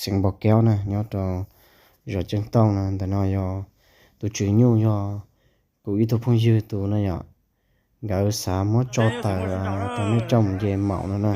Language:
Hmong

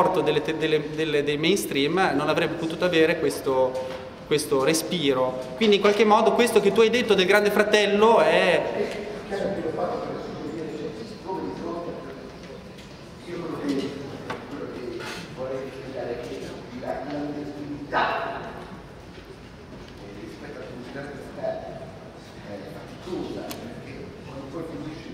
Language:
Italian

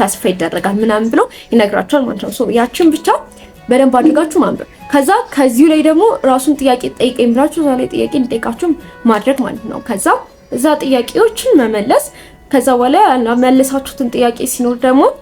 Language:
Amharic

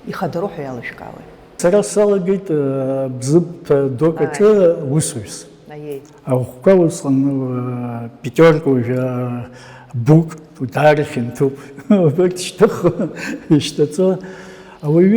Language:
Abkhazian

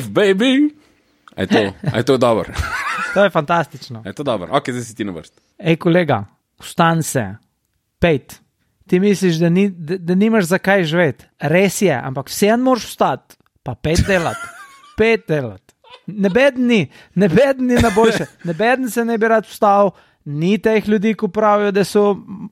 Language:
Slovenian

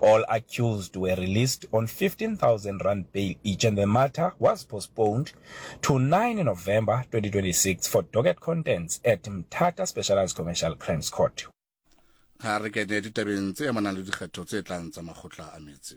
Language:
Southern Sotho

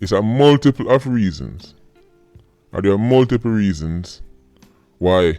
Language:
Jamaican Creole English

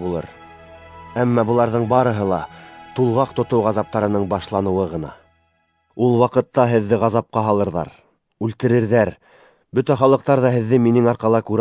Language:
Bashkir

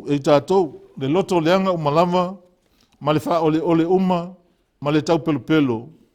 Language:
Samoan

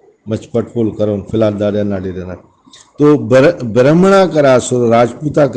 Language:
Brahui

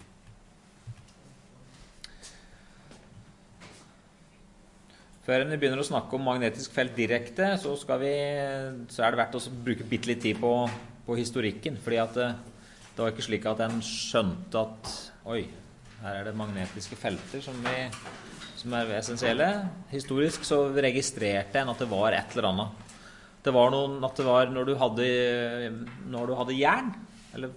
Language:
Norwegian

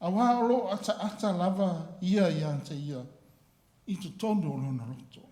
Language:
Samoan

